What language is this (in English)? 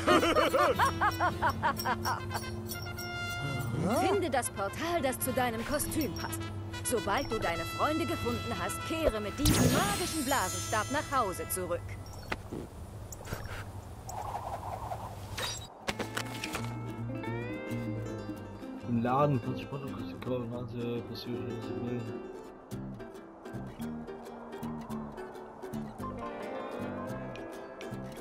German